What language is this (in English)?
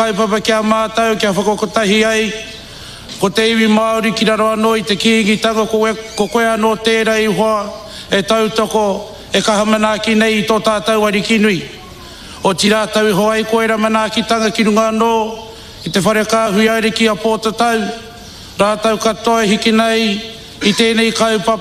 Māori